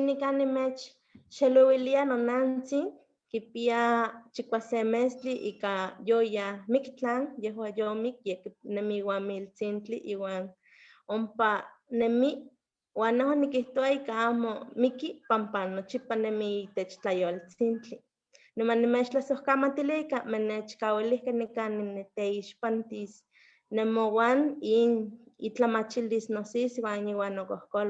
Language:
Eastern Huasteca Nahuatl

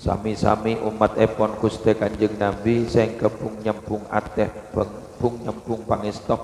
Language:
Madurese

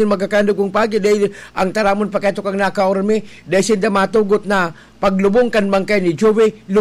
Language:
Bikol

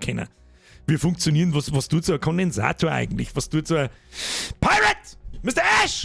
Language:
Bavarian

